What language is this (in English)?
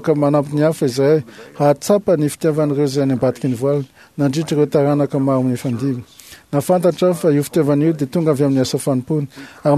Malagasy